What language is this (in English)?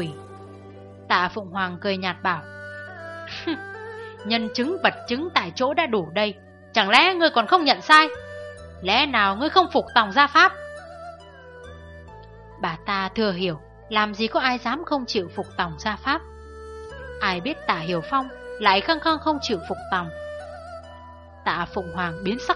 Vietnamese